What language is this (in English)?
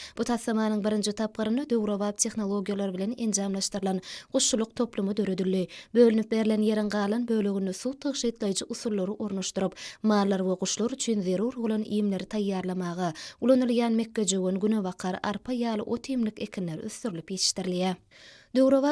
Turkmen